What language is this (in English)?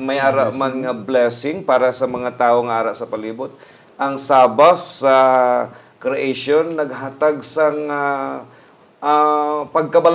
Hiligaynon